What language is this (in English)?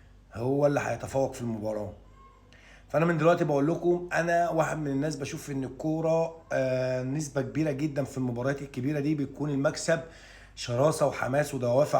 Egyptian Arabic